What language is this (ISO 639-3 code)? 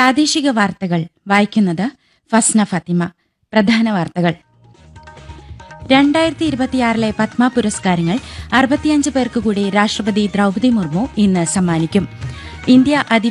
mal